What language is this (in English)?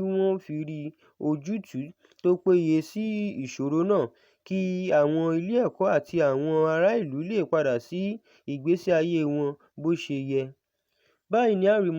Yoruba